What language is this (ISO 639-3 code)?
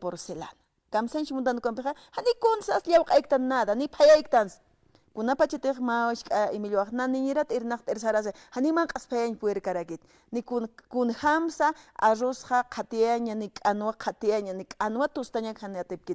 aym